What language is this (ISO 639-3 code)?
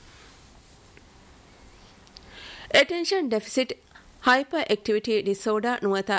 div